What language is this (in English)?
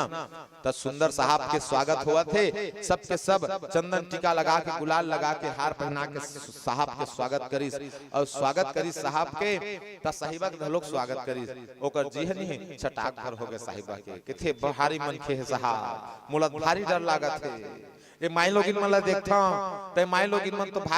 Chhattisgarhi